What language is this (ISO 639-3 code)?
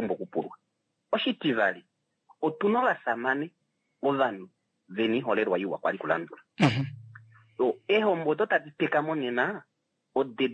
kua